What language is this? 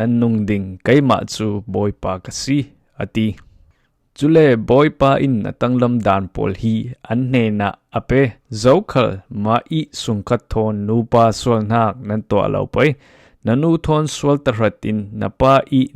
Falam Chin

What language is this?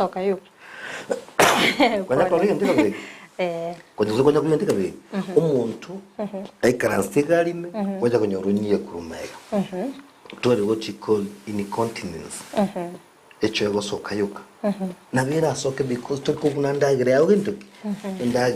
Gusii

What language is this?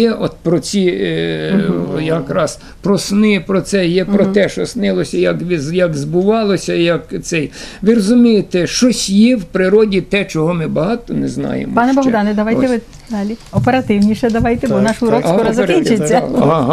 Ukrainian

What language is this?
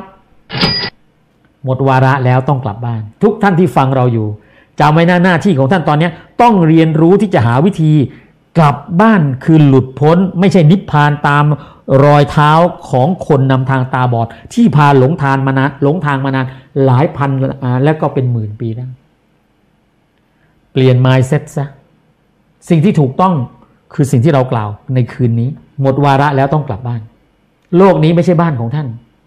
Thai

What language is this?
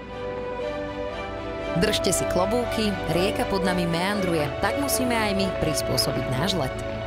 Slovak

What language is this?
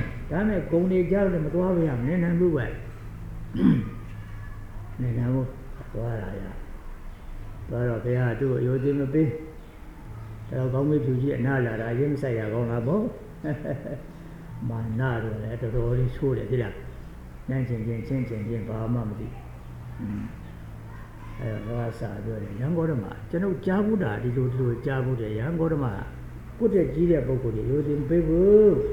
Burmese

